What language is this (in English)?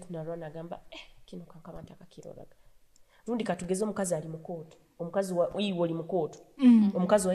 Nyoro